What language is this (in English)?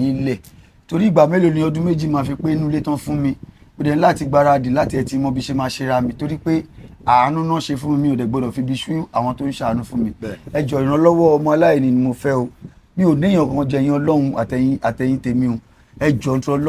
Yoruba